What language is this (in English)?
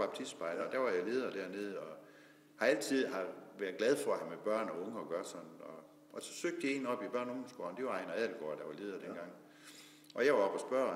Danish